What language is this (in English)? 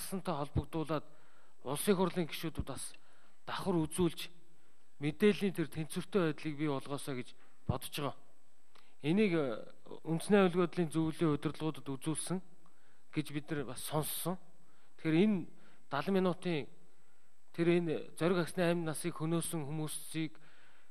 Mongolian